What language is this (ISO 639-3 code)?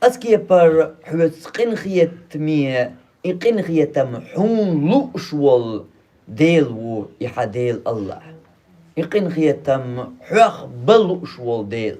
che